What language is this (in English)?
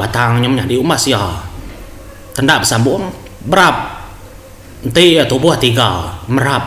Iban